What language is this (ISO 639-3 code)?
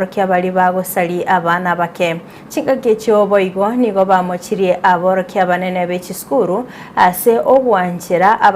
guz